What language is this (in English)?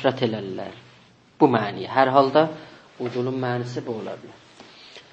South Azerbaijani